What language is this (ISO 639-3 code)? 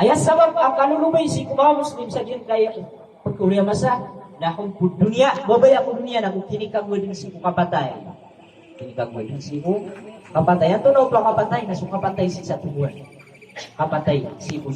mrw